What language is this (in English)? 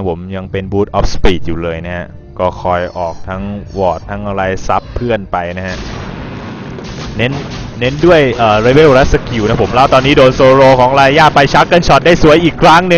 Thai